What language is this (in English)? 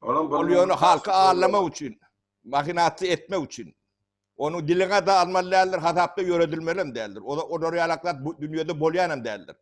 Turkmen